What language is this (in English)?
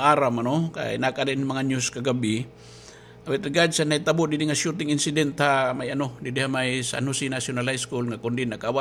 Waray